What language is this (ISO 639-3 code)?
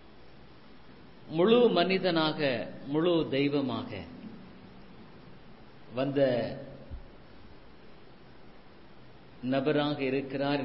tam